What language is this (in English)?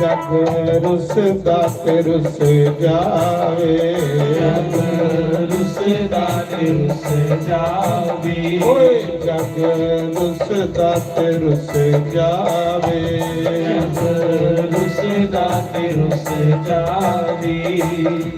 Dogri